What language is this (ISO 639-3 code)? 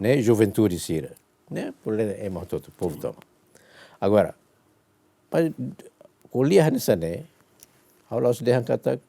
tet